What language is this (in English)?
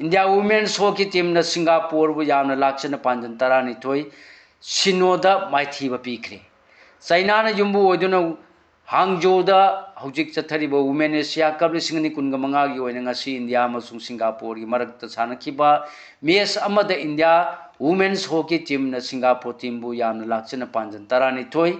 Manipuri